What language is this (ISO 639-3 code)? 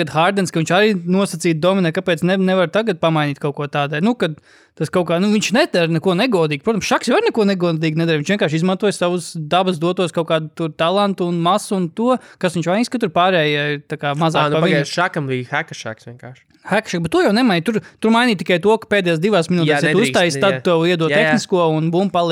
lav